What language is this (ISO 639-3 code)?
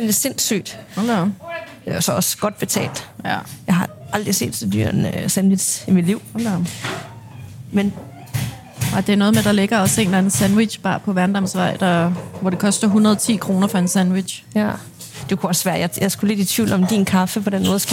dan